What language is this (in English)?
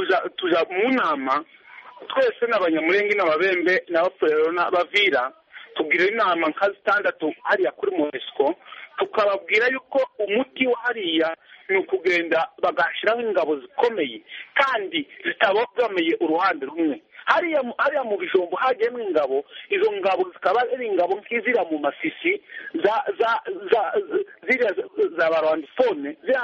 Kinyarwanda